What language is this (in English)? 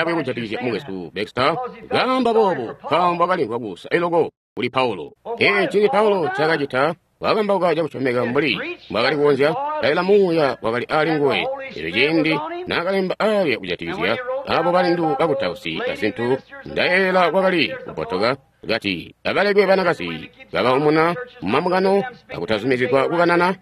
Tonga (Zambia)